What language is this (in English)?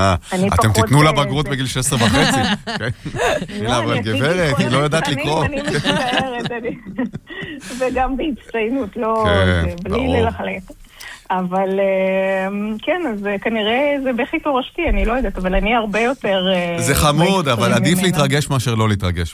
Hebrew